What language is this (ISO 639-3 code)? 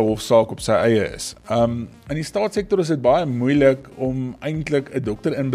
afr